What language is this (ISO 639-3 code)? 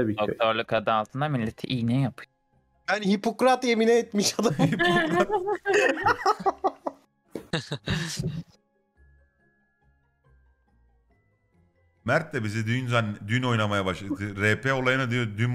tur